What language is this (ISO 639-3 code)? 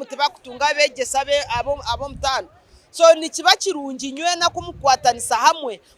nyn